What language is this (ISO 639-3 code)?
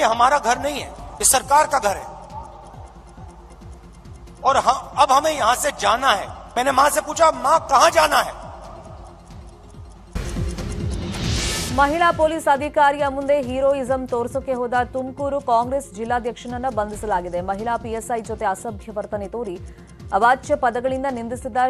kan